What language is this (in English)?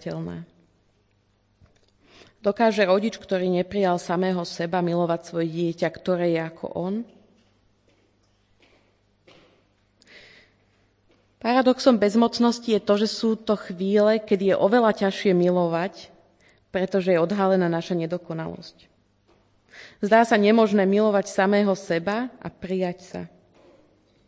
Slovak